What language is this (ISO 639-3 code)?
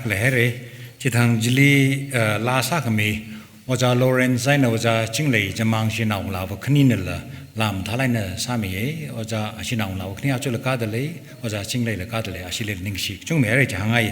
nmf